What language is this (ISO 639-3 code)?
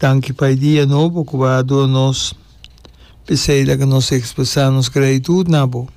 pap